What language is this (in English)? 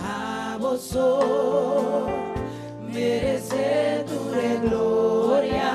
Papiamento